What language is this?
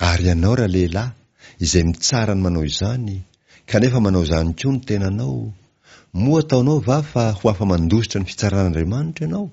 Malagasy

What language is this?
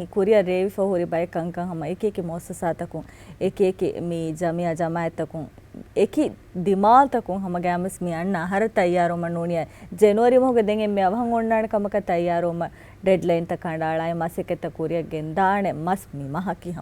Divehi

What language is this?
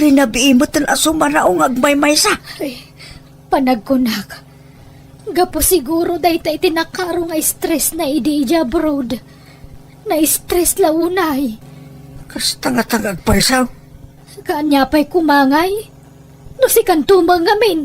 Iloko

